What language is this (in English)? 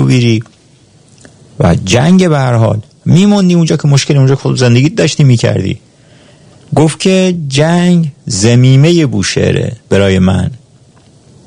Persian